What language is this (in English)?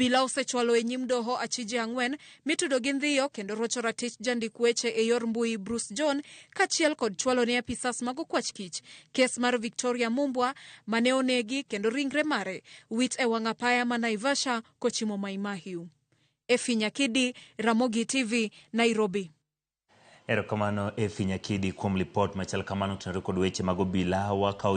Luo (Kenya and Tanzania)